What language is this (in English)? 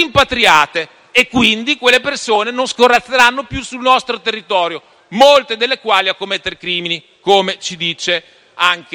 Italian